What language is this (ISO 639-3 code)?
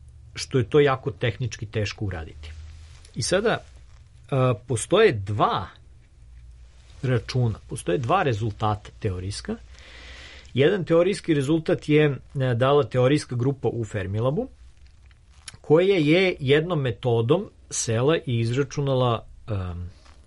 srp